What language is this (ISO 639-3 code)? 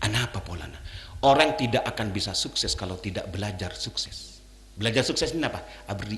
mad